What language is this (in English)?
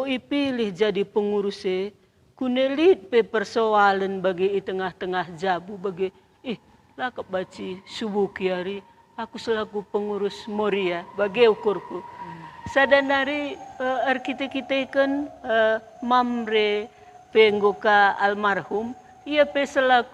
Batak Karo